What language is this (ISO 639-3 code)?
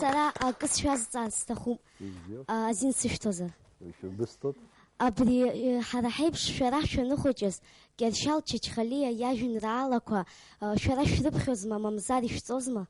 abk